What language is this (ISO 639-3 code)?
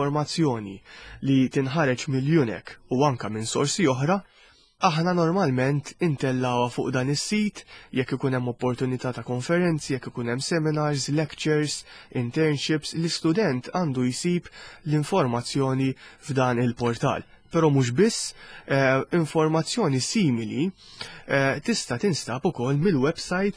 mlt